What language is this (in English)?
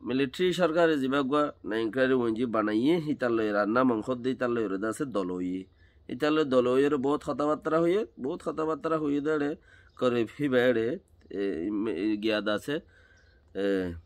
Rohingya